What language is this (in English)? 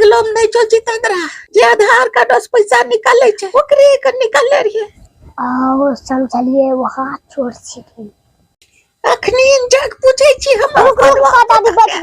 Angika